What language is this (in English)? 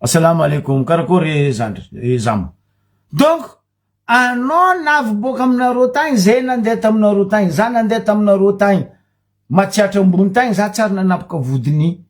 Malagasy